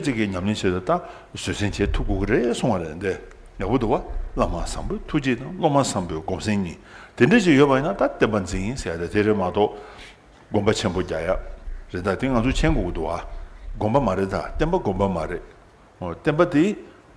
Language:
Tibetan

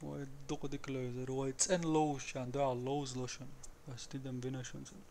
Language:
Chechen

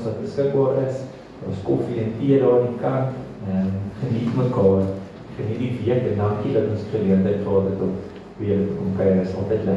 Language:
Afrikaans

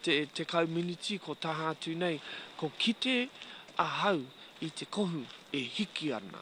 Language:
Māori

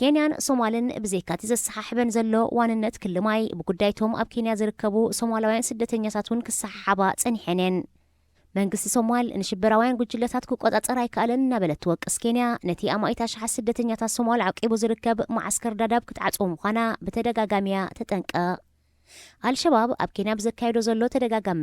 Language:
Tigrinya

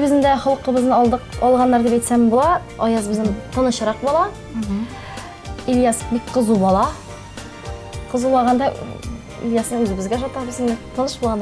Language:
Tatar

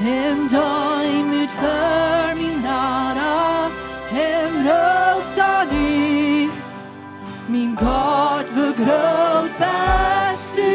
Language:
Plautdietsch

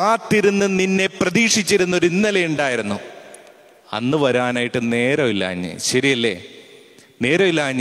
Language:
Malayalam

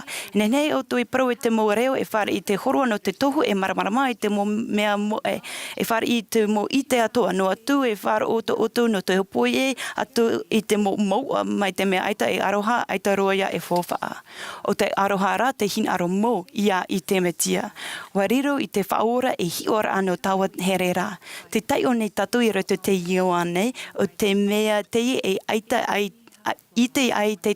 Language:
Tahitian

